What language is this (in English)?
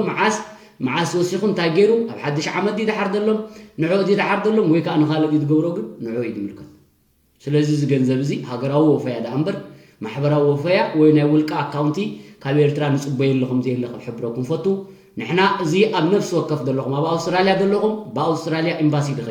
Tigrinya